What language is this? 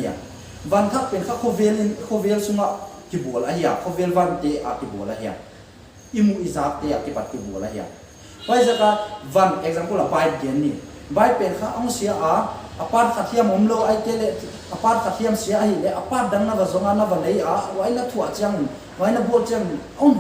Paite Chin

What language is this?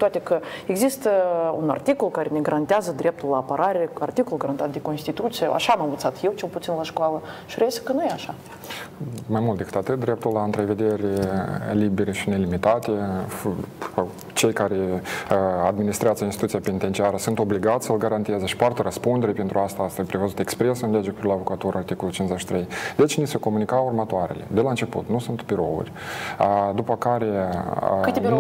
Romanian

